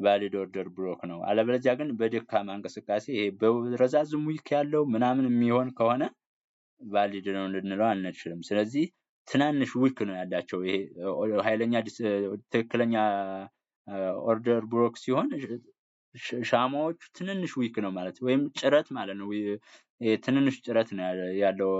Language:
Amharic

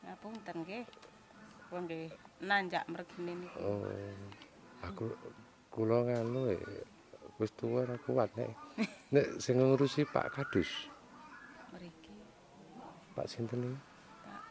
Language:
Javanese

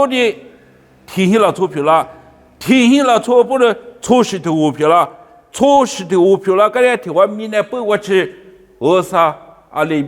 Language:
Lisu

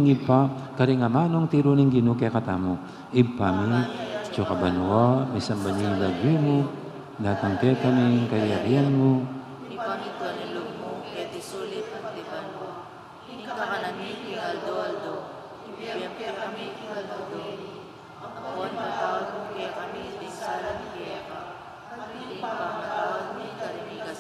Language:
Pampanga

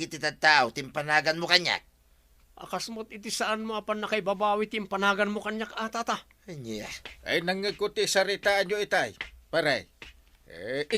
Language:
Iloko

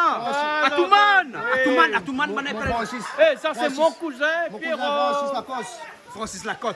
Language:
Réunion Creole French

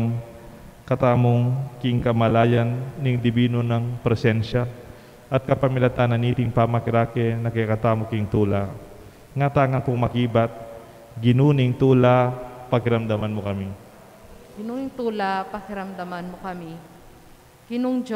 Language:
Pampanga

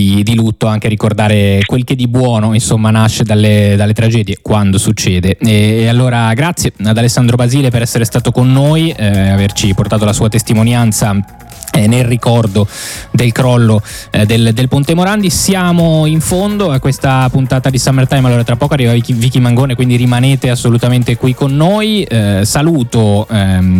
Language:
Italian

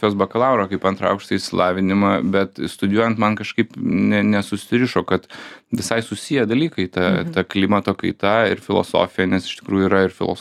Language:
Lithuanian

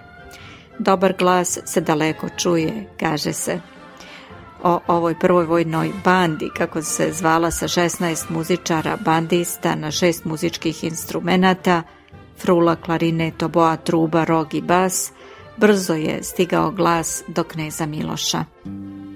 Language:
Serbian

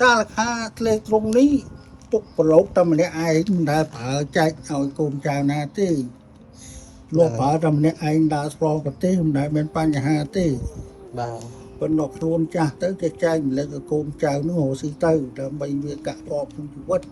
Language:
Khmer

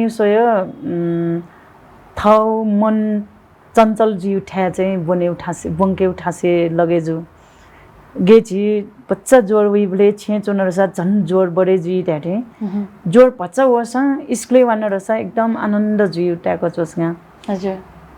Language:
Newari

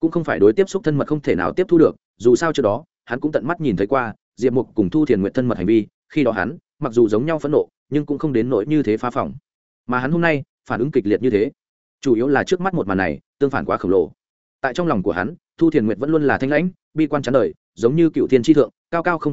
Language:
Vietnamese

